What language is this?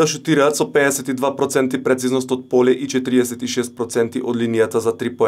Macedonian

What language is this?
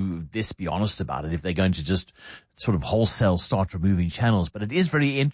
English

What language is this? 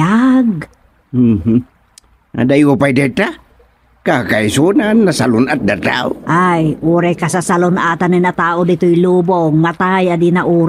Iloko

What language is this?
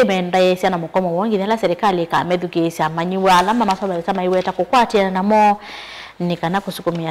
Kamba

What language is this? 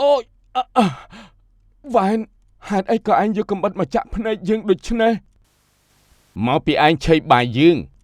Khmer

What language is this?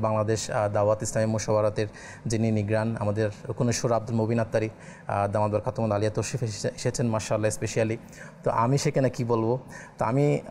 Bangla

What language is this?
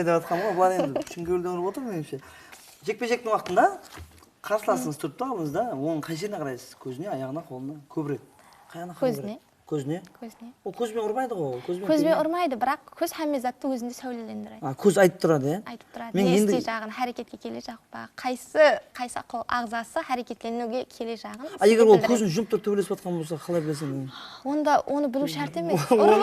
Kara-Kalpak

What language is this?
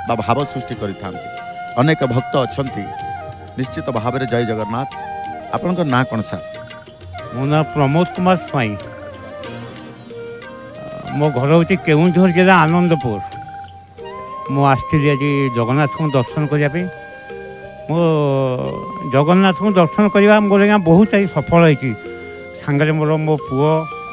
Odia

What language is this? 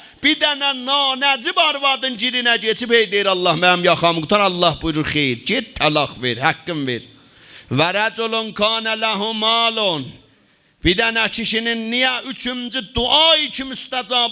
South Azerbaijani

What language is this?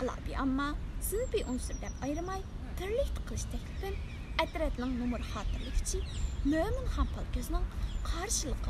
Uyghur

